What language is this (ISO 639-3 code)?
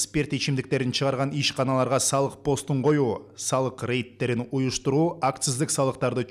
kir